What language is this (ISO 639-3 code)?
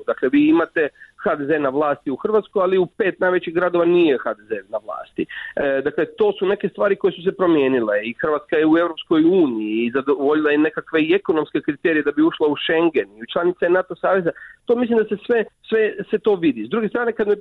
hrv